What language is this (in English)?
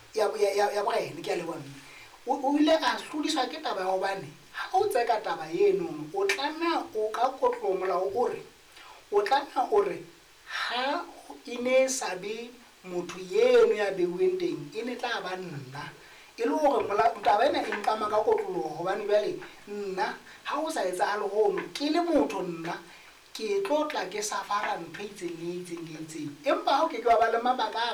Southern Sotho